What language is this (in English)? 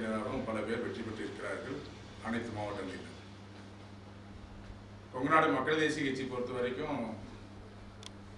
Tamil